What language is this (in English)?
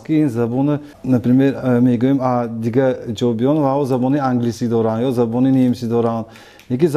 Tajik